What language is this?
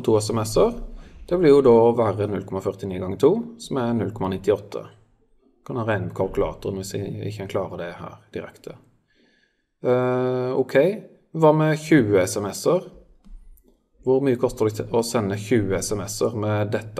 Norwegian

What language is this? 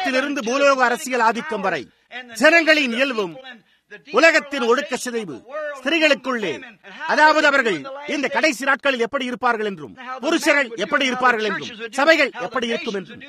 Tamil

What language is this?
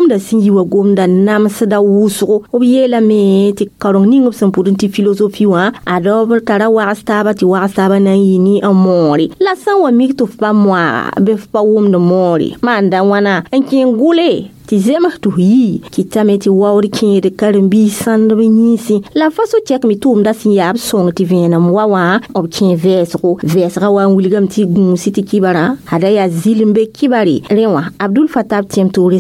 Mossi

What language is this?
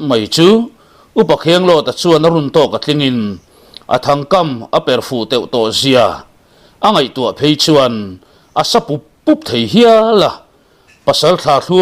Mizo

